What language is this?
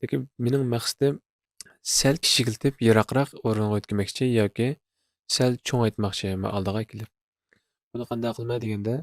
Uyghur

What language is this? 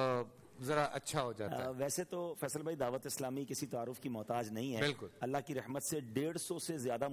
Urdu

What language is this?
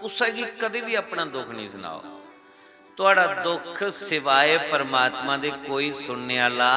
Dogri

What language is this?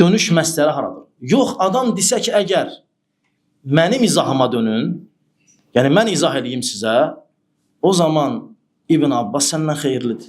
Azerbaijani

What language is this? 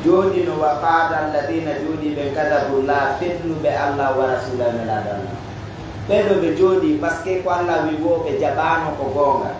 Pular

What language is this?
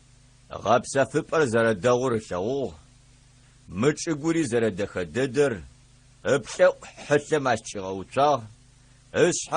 Adyghe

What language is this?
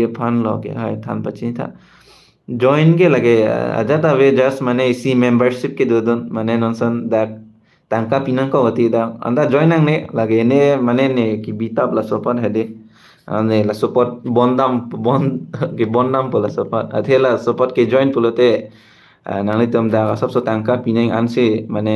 Karbi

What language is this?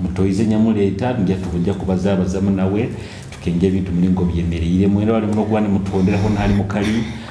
Nyoro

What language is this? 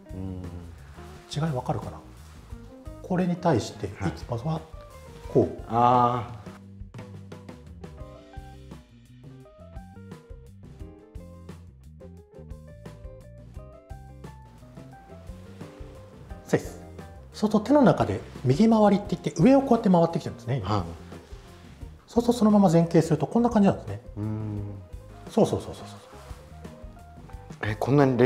Japanese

